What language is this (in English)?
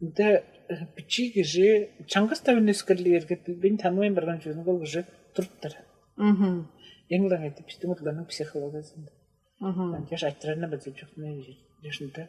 Tuvinian